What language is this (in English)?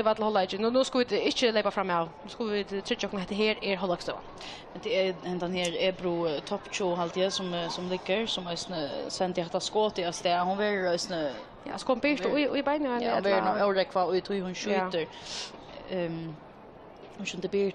Faroese